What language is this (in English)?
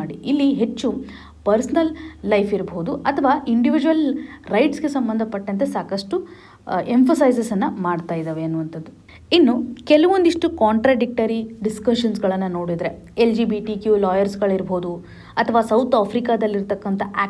Kannada